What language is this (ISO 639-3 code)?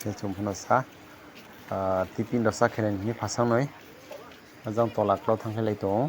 ria